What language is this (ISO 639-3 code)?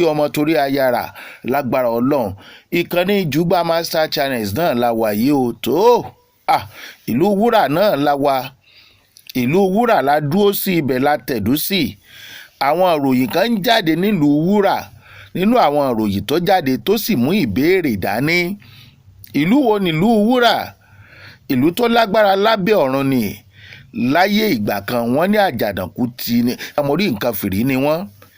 yor